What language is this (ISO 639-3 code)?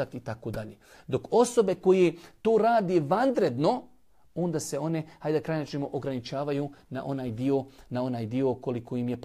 bos